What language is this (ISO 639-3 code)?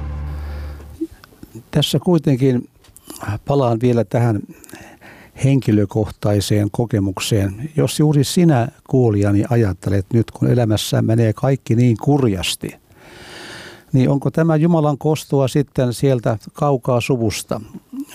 fin